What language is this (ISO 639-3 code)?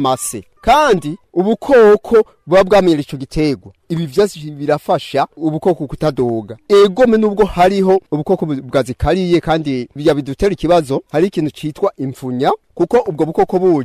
run